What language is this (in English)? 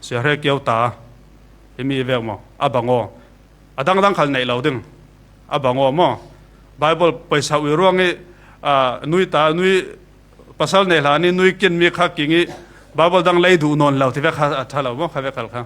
Falam Chin